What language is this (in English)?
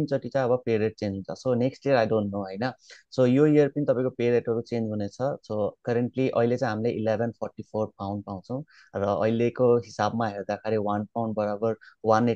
Nepali